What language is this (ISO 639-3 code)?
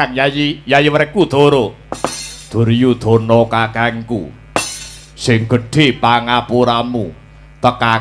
jav